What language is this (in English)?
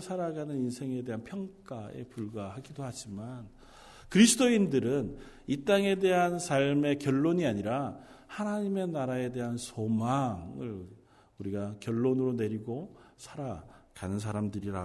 Korean